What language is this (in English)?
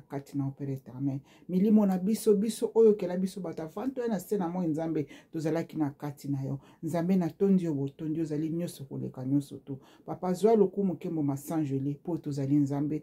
Lingala